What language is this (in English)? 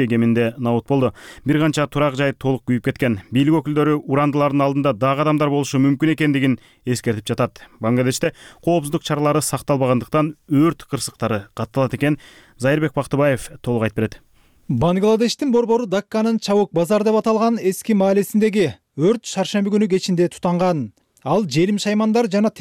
Kyrgyz